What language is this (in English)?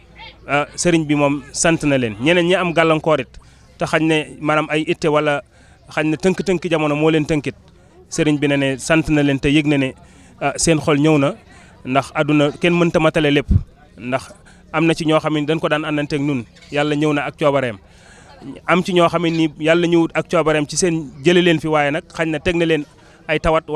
Wolof